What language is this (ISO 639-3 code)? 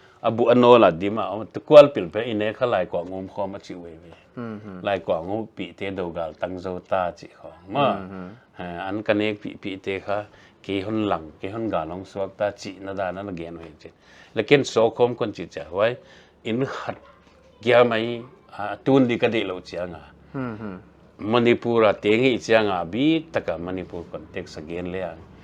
pck